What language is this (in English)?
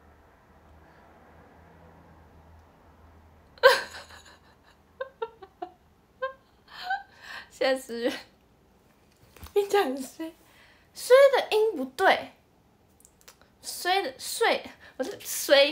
Chinese